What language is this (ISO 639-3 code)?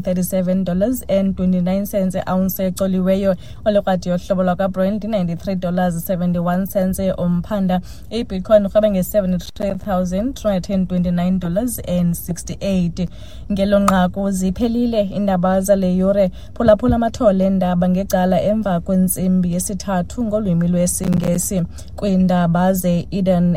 xho